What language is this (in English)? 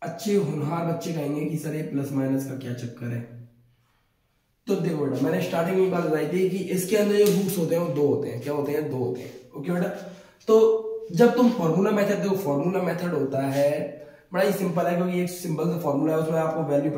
Hindi